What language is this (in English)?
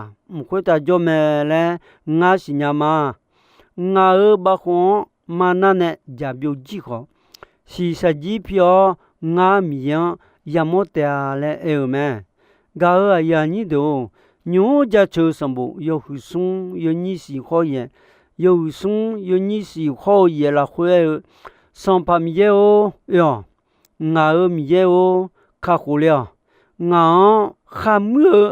Akha